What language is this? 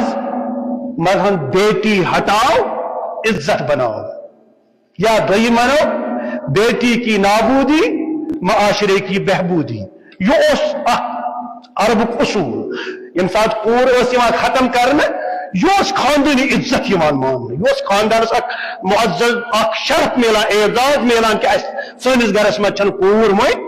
Kashmiri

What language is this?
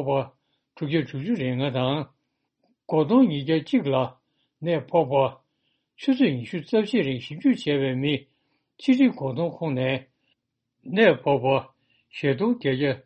Tibetan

